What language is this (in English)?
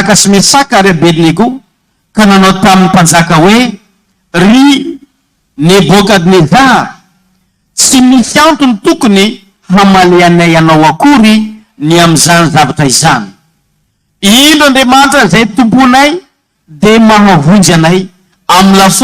Malagasy